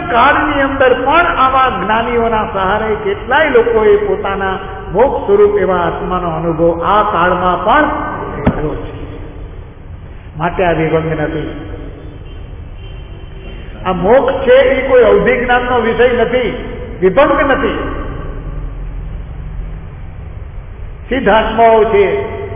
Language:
Gujarati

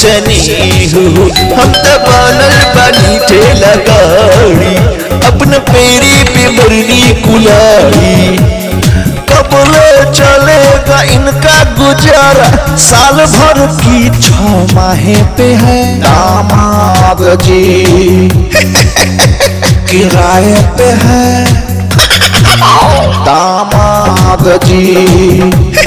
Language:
Bhojpuri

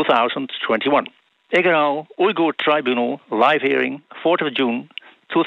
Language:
Dutch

